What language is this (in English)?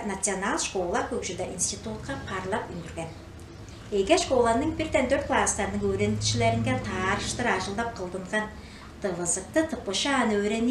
Tuvinian